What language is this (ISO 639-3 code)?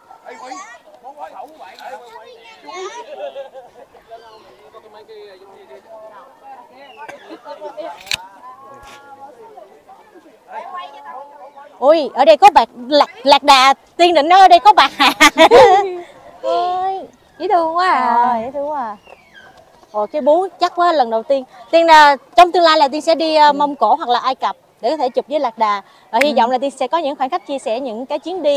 vie